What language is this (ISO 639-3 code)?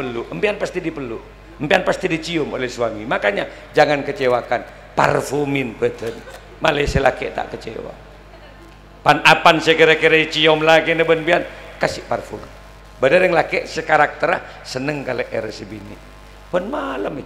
mad